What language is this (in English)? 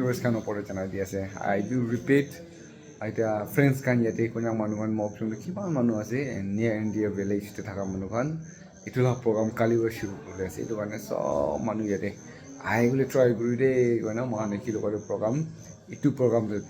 Naga Pidgin